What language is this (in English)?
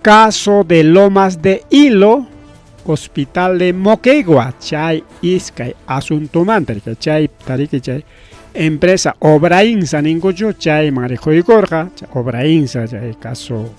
Ayacucho Quechua